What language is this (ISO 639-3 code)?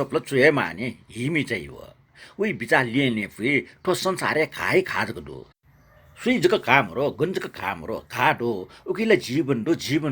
new